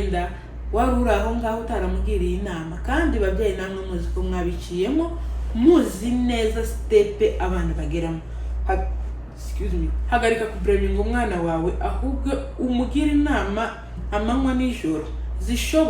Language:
Kinyarwanda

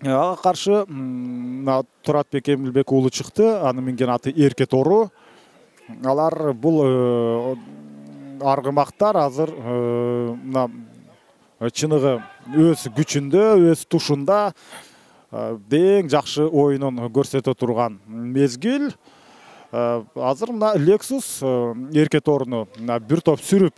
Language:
Kyrgyz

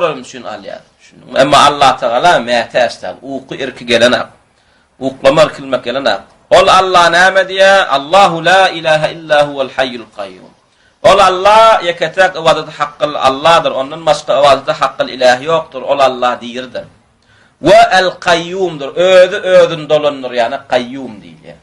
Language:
Turkmen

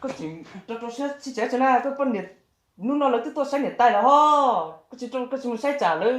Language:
Hmong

